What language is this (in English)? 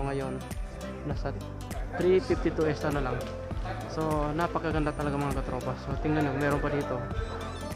Filipino